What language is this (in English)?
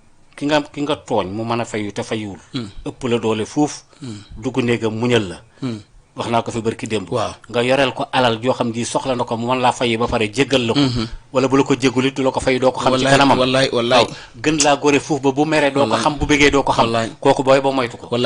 Wolof